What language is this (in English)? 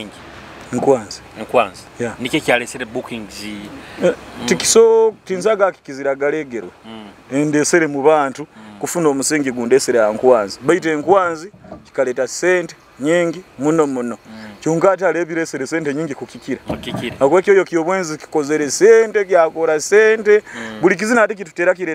Nyoro